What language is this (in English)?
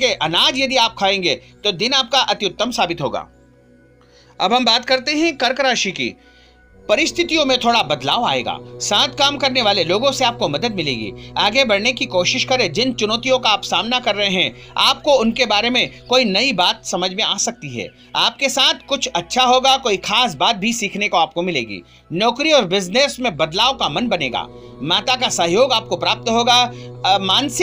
Hindi